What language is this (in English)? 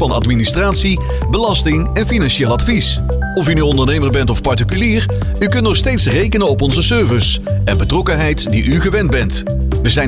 Dutch